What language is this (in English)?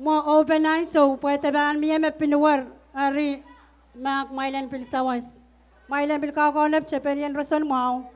Pohnpeian